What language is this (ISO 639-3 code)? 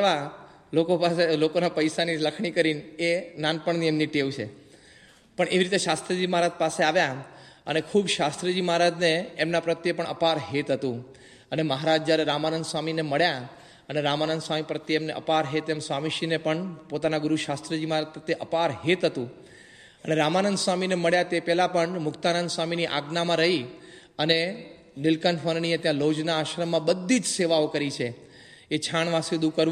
guj